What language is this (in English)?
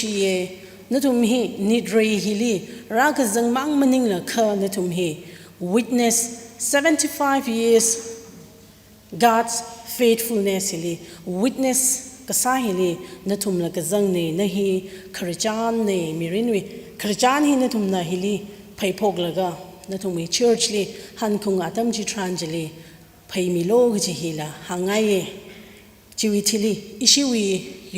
Tangkhul Naga (India)